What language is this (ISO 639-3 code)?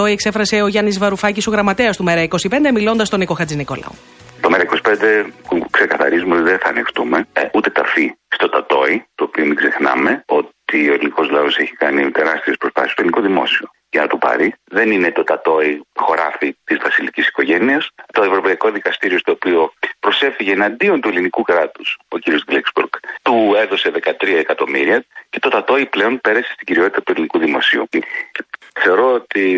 ell